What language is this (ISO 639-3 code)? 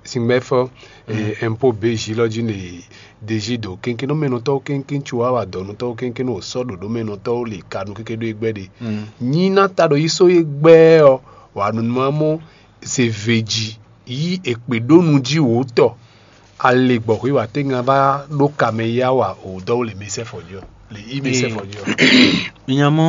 fon